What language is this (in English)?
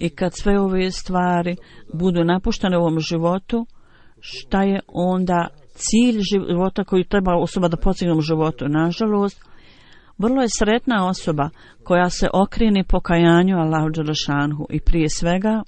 Bosnian